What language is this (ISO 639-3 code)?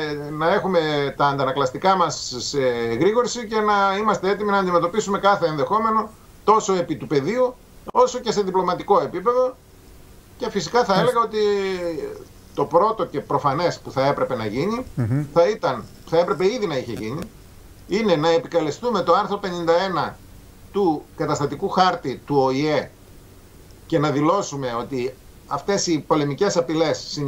ell